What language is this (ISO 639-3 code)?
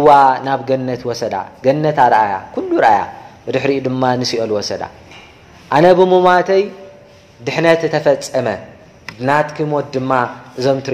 tir